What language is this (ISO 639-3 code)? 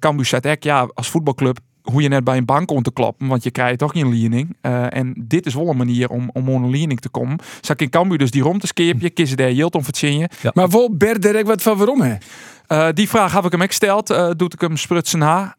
fry